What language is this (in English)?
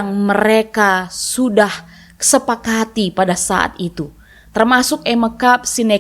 Batak Karo